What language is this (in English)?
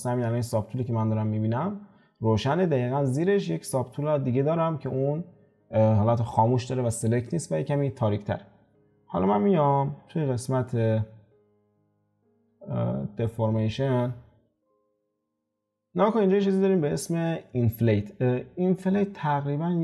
Persian